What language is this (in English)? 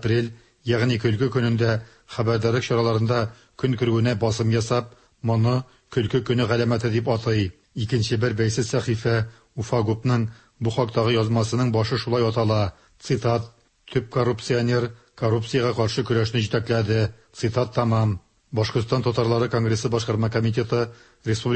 Tatar